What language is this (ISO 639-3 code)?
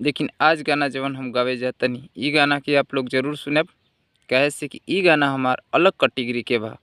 bho